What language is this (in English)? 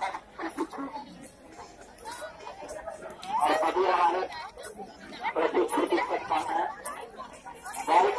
Hindi